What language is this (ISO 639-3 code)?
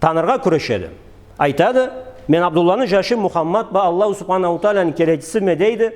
krc